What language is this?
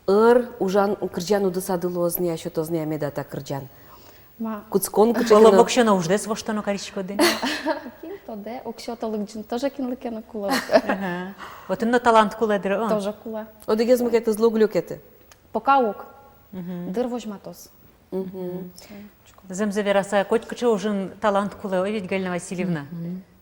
Udmurt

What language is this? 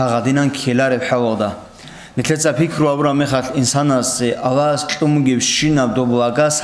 Avaric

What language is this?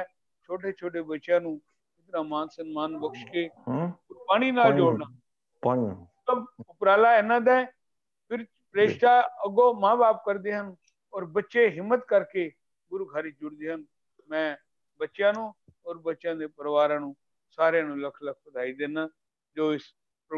Punjabi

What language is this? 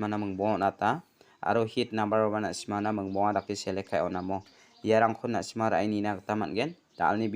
Garo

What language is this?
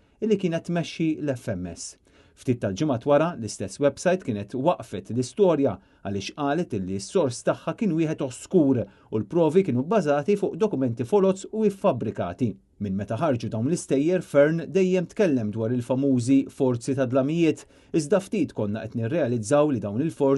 Maltese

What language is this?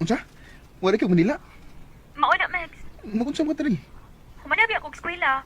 Cebuano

